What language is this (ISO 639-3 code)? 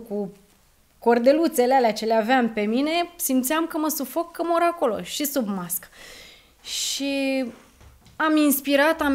ron